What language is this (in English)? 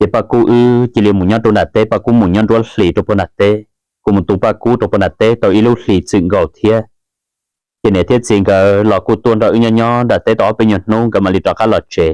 Hmong